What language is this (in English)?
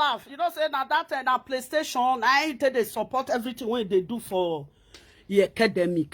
Nigerian Pidgin